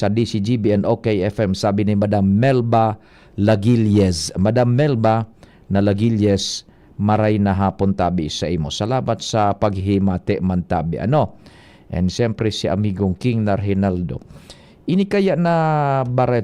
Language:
Bikol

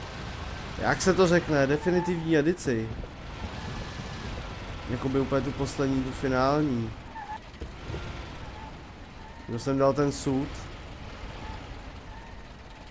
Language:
Czech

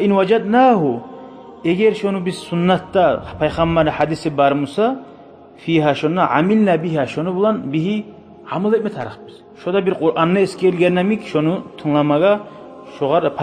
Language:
Kumyk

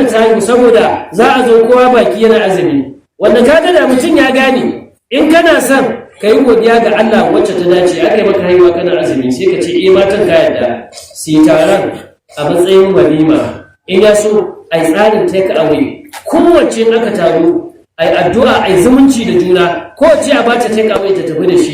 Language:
Hausa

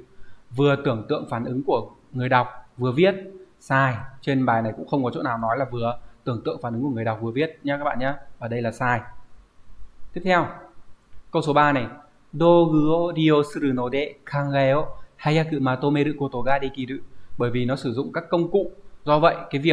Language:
Vietnamese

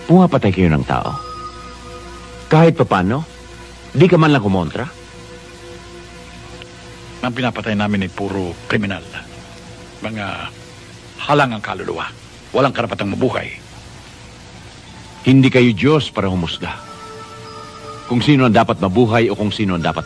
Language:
Filipino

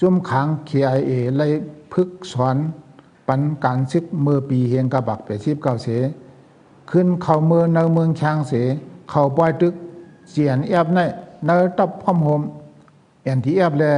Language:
Shan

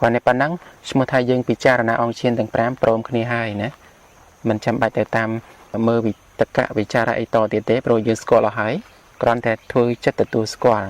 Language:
Khmer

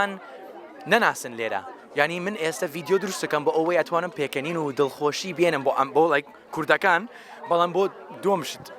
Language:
Central Kurdish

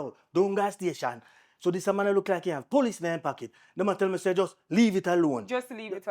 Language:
Jamaican Creole English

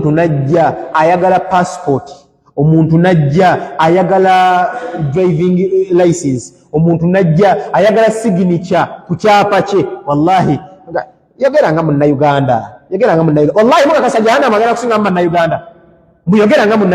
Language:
Ganda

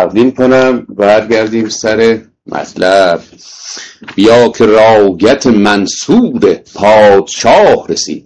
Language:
Persian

